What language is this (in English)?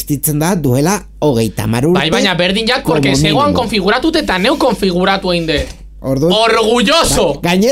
Basque